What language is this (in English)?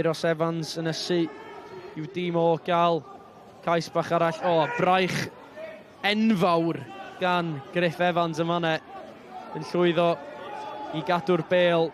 Welsh